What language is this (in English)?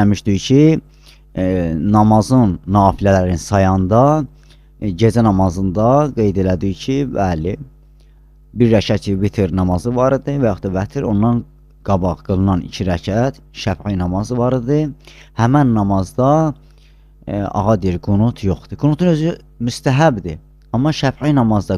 Azerbaijani